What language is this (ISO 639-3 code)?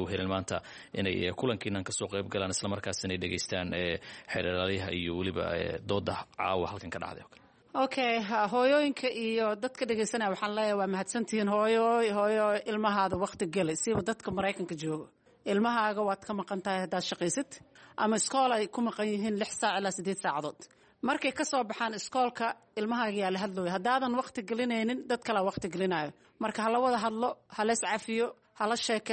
som